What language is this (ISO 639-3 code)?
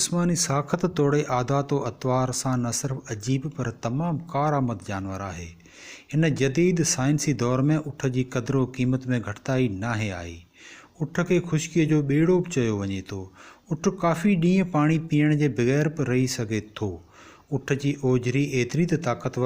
snd